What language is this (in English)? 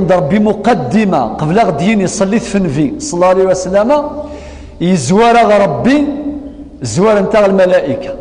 Kabyle